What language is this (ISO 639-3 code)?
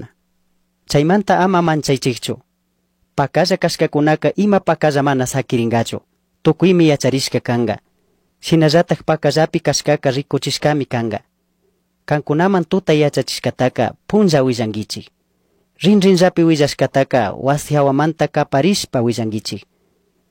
qug